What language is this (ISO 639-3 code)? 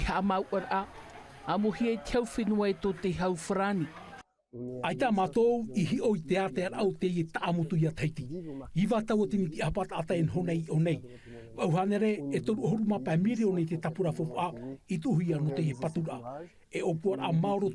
tah